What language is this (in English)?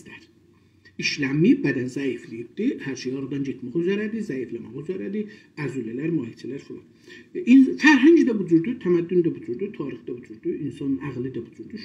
South Azerbaijani